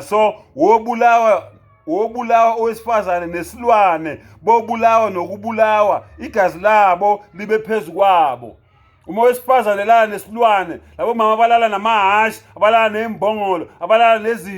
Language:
Zulu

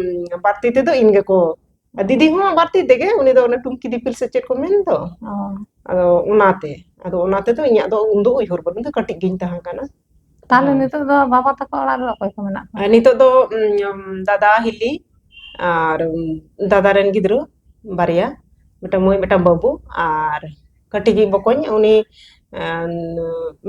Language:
Santali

